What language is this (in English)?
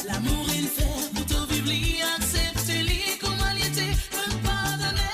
Morisyen